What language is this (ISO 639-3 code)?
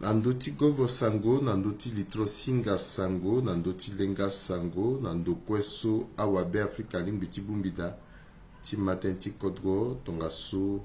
sag